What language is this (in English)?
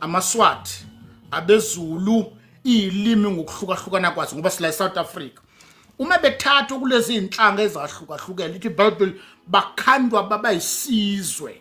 Zulu